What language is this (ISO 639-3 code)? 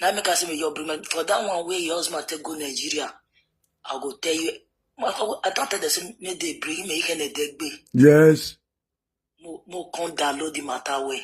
pcm